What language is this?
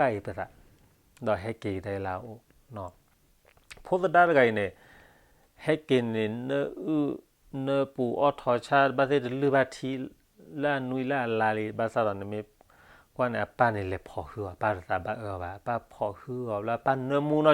S'gaw Karen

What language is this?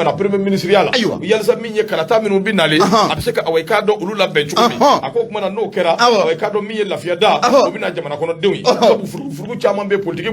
Bambara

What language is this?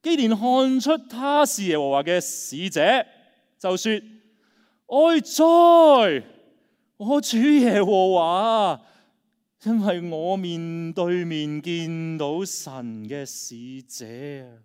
Cantonese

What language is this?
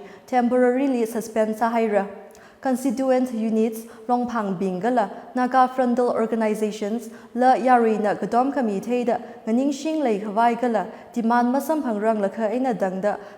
Tangkhul Naga (India)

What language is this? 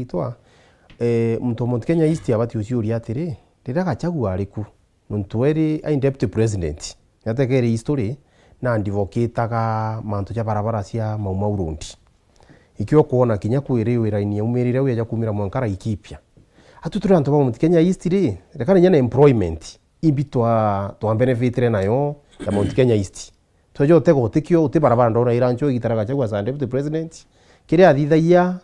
Meru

